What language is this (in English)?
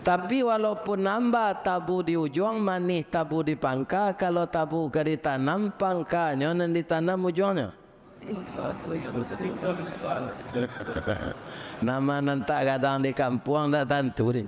Minangkabau